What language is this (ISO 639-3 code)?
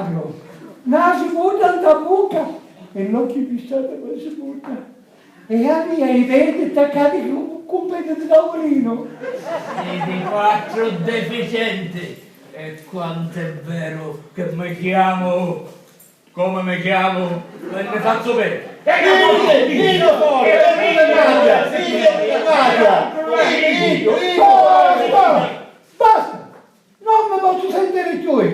scn